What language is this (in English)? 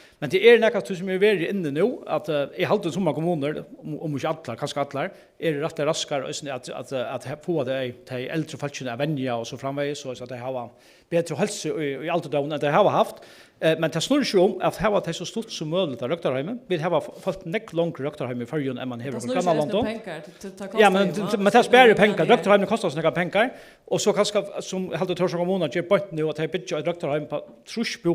Faroese